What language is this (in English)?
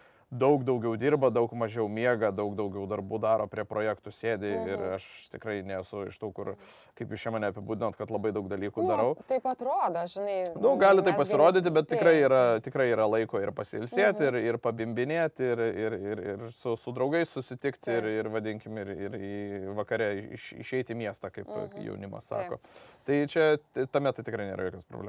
Lithuanian